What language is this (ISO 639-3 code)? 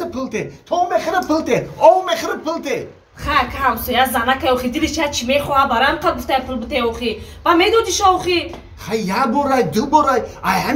tgk